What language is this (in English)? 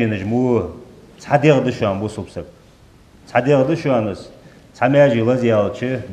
Ingush